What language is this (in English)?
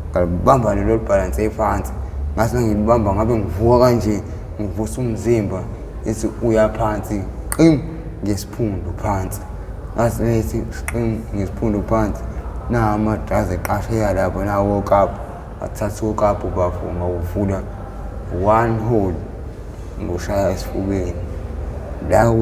Zulu